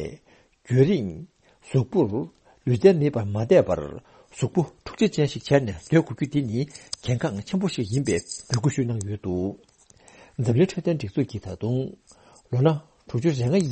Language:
Tibetan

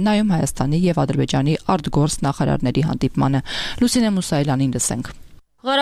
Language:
Armenian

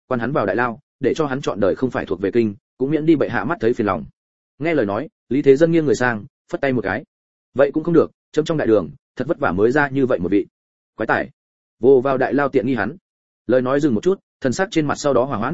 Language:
Vietnamese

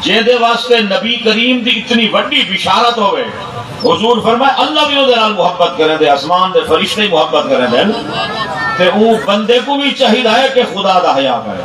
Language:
Saraiki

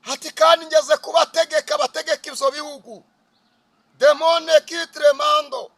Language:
Kinyarwanda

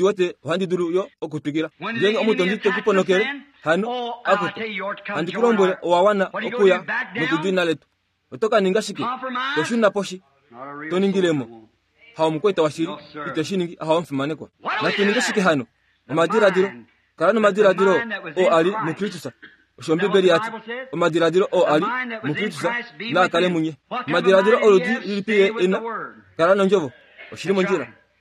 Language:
Kuanyama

